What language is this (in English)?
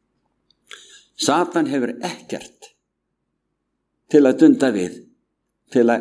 Icelandic